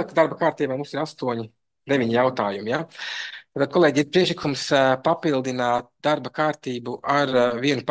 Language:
Latvian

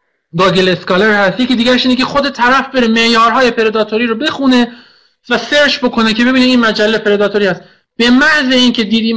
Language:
Persian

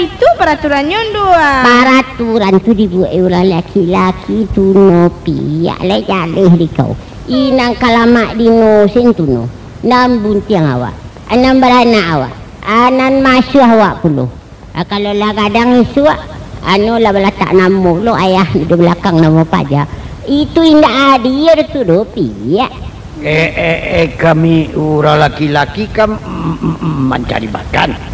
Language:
Minangkabau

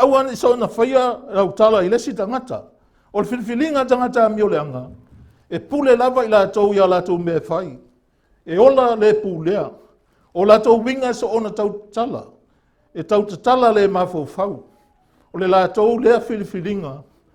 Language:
Samoan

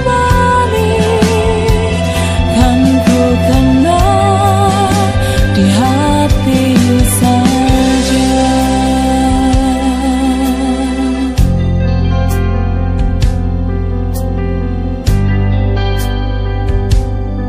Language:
Indonesian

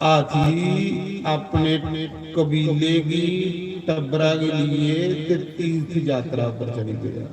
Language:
Dogri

